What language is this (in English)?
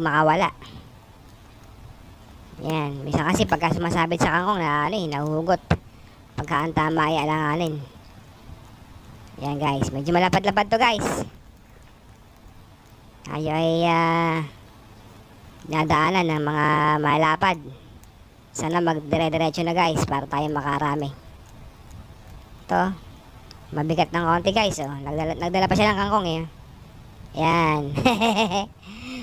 Filipino